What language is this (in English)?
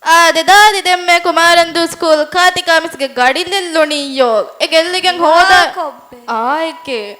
Divehi